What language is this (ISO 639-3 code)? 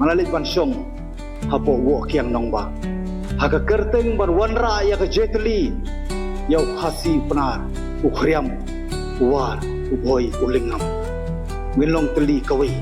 kha